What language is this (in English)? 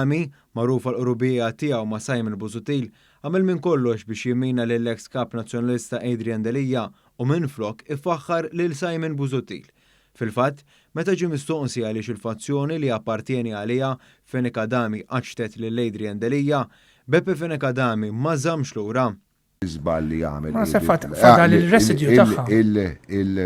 Maltese